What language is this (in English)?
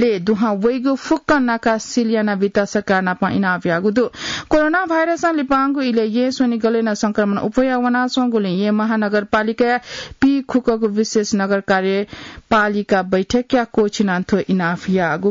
Newari